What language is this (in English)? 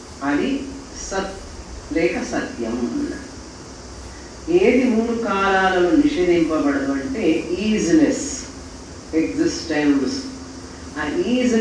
Telugu